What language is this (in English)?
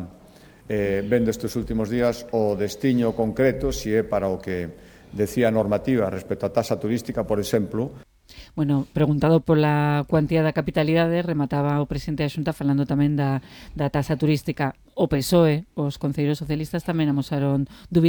Galician